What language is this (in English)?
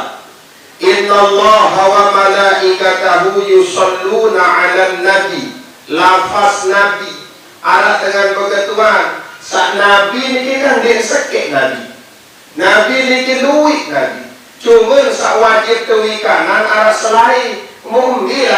Sasak